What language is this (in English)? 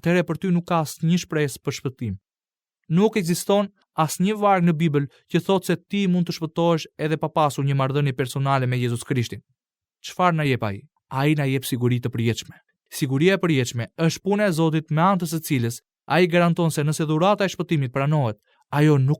Albanian